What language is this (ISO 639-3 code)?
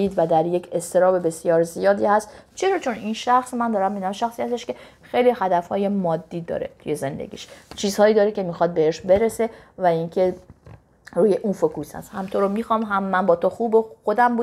fas